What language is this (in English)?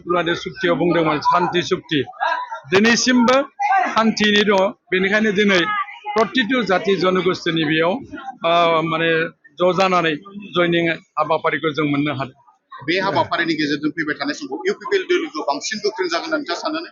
Bodo